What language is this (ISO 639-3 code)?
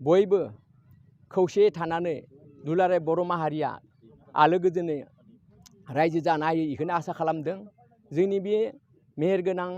brx